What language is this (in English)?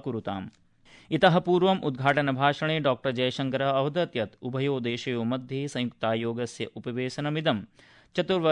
Sanskrit